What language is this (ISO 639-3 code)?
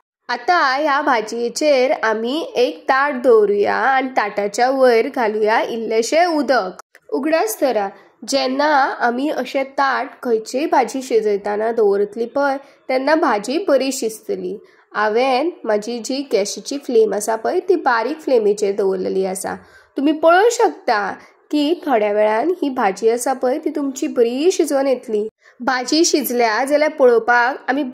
kok